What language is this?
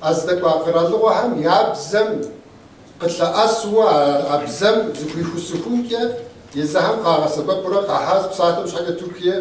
Kabardian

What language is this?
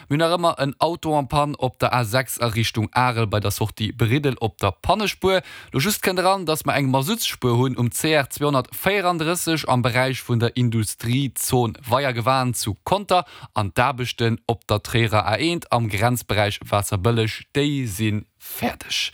Luxembourgish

